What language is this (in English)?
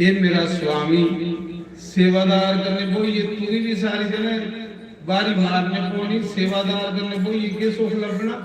Dogri